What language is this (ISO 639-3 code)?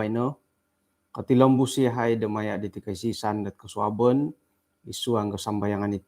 dtp